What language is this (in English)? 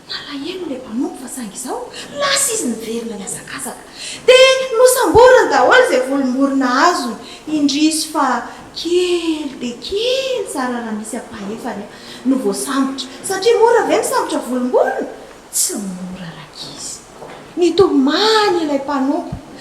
Malagasy